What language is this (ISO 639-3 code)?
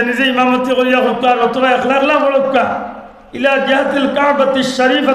syl